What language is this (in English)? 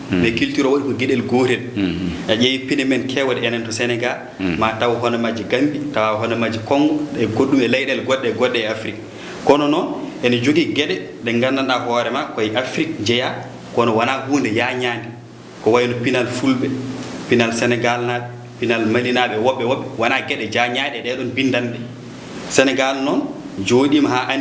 Fula